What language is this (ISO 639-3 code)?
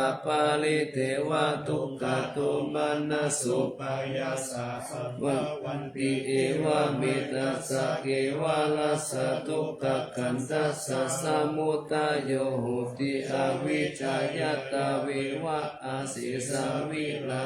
pli